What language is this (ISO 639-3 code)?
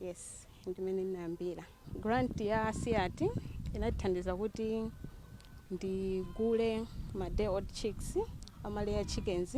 nya